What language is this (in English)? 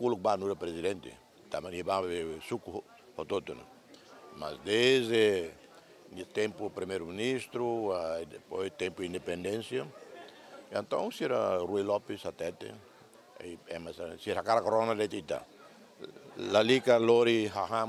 Tetum